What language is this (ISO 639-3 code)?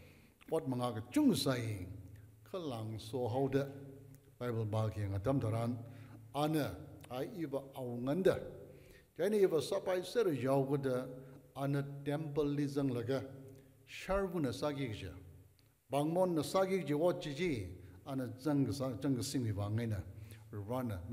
nmf